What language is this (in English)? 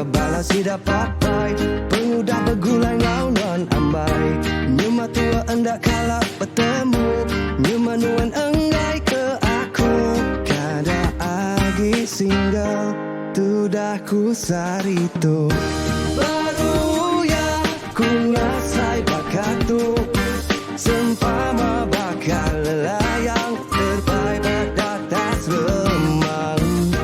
Iban